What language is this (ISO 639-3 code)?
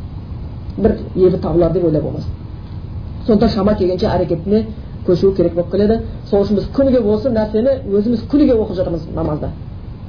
kaz